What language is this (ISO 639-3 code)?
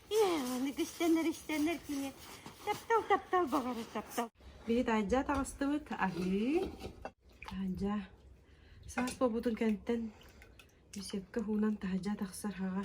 sah